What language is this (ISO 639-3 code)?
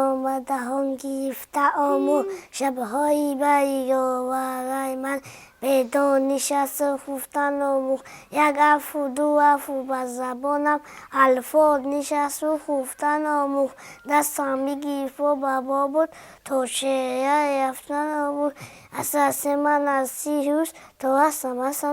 tgk